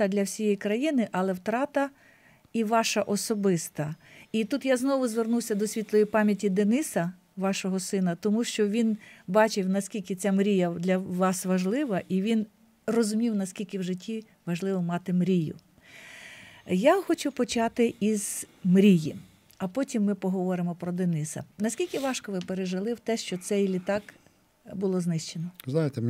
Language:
Ukrainian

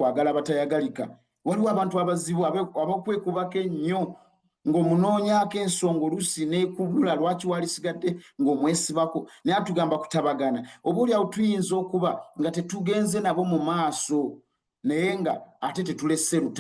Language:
Ganda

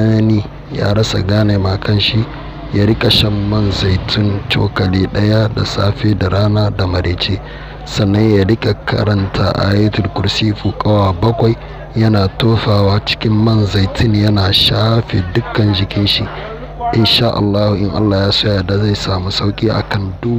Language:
Hausa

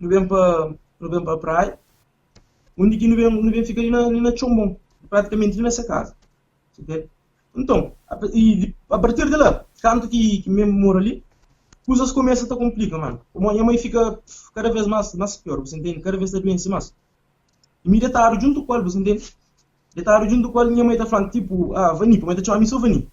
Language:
Kabuverdianu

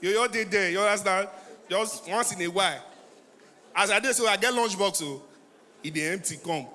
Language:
Nigerian Pidgin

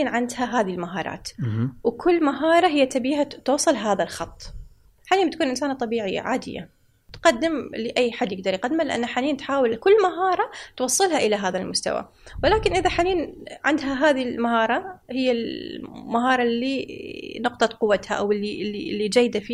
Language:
Gulf Arabic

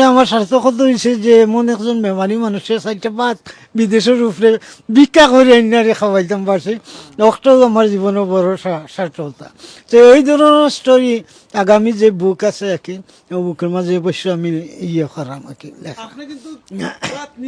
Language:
Sylheti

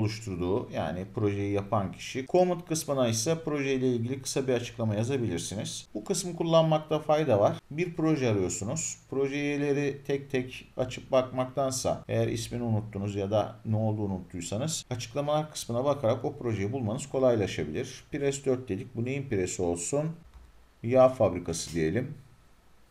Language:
Turkish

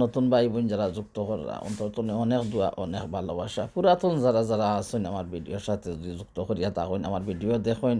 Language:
Sylheti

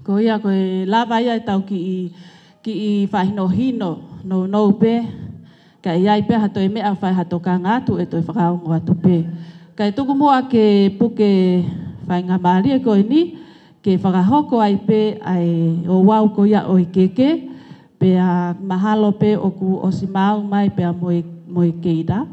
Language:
Tongan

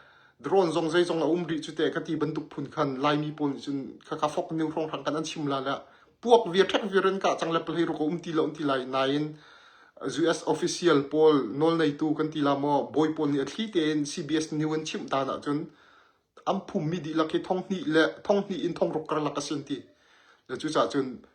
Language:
Hakha Chin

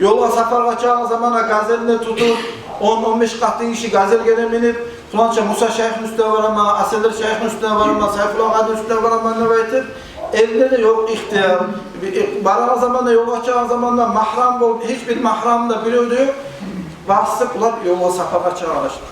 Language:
Kumyk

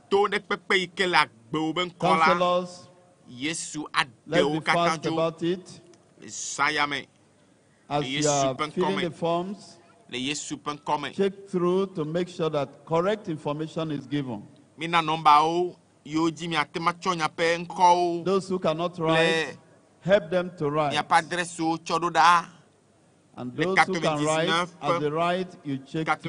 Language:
Ewe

